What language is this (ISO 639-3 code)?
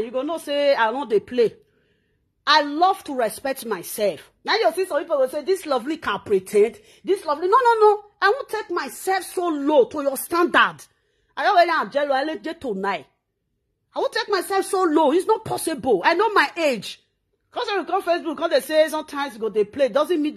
pcm